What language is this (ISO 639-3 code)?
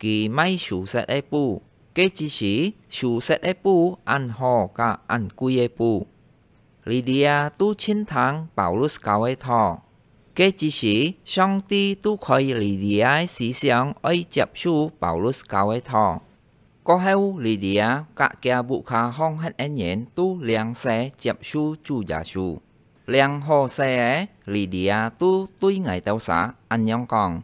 hak